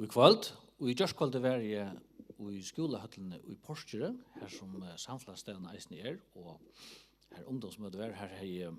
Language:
Faroese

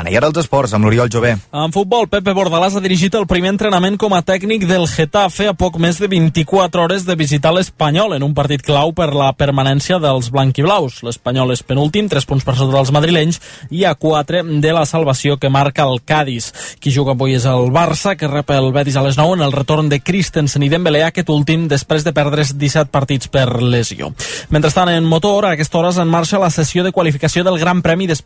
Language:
Catalan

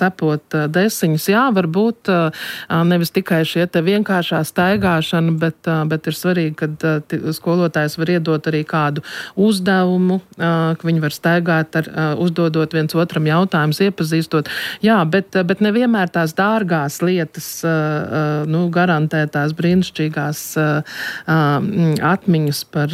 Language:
Latvian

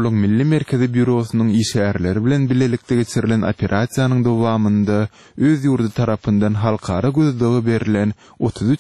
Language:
Turkmen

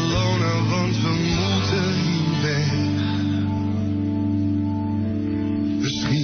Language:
Dutch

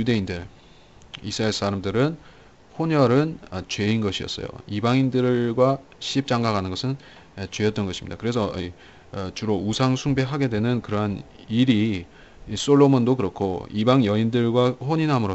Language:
Korean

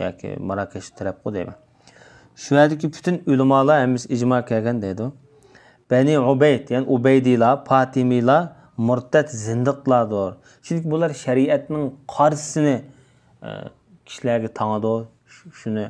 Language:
Uyghur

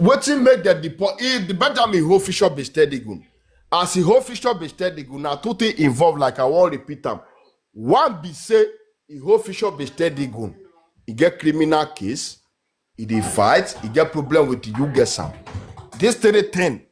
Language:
Nigerian Pidgin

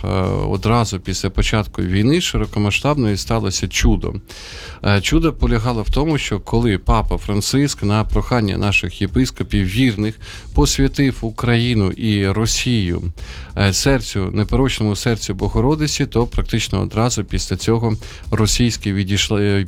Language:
Ukrainian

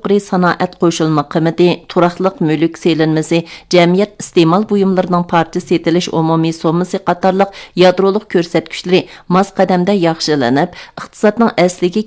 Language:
Uyghur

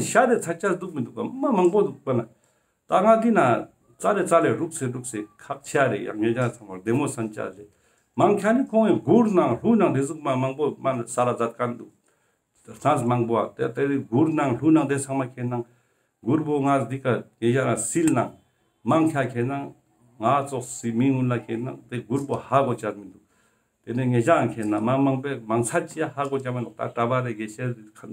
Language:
Ladakhi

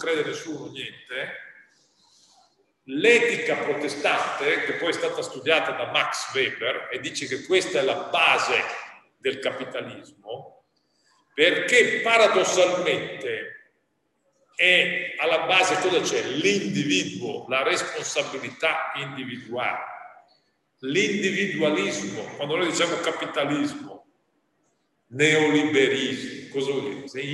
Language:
Italian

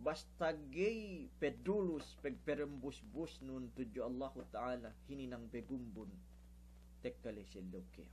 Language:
Yakan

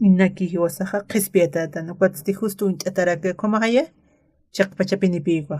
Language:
Aymara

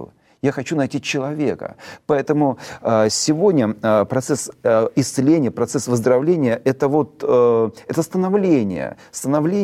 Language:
Russian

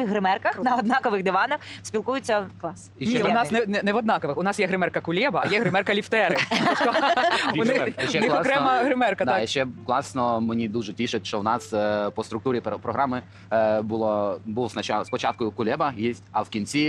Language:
Ukrainian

